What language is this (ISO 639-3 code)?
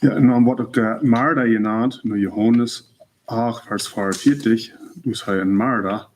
pdt